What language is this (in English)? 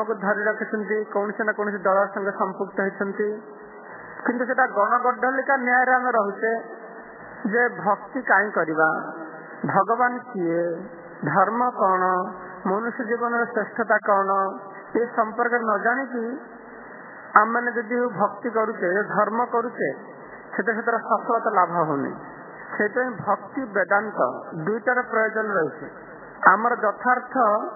Odia